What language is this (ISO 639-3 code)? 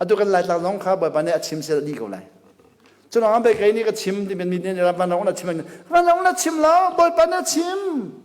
cnh